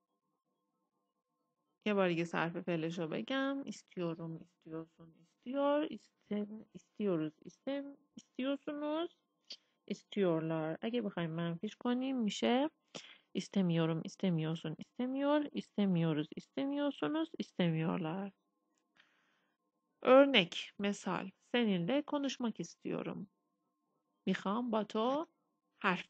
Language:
Persian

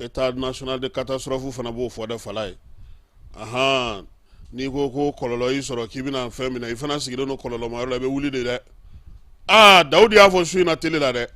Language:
Bambara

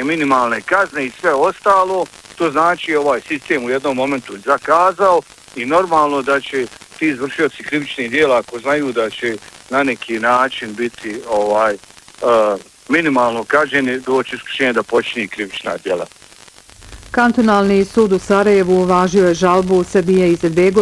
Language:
Bosnian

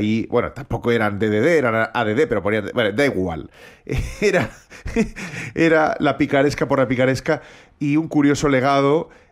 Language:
Spanish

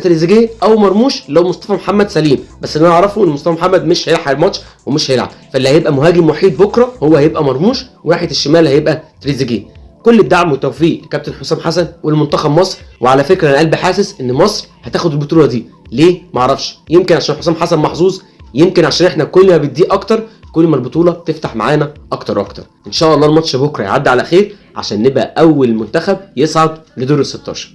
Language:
Egyptian Arabic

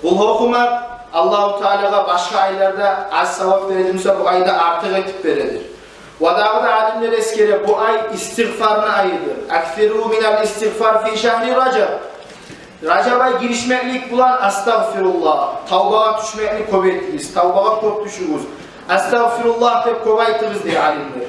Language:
Kumyk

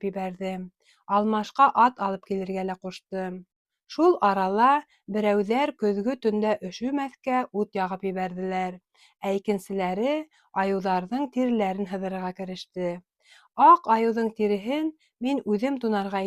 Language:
Bashkir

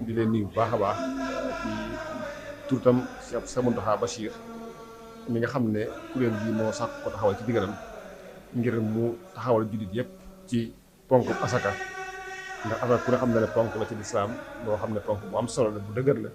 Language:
Wolof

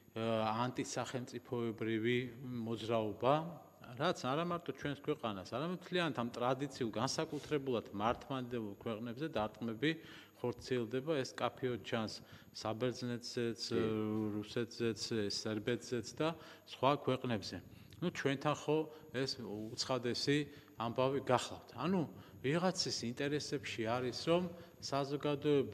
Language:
Georgian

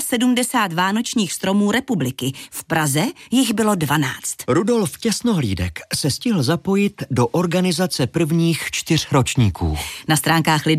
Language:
Czech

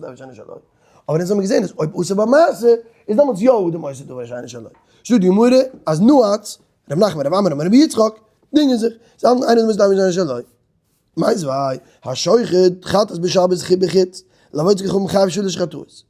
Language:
Yiddish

